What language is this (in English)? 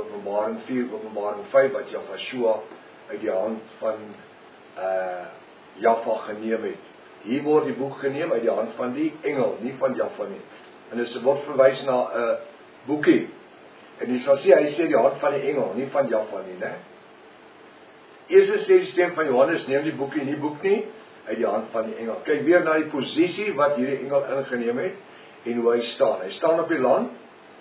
Afrikaans